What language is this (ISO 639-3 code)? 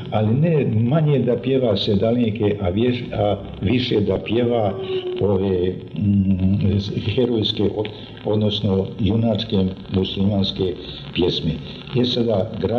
bos